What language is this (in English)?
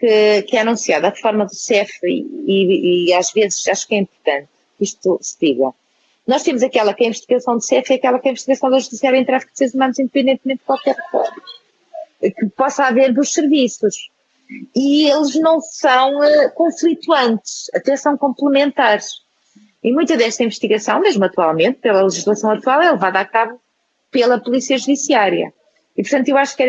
Portuguese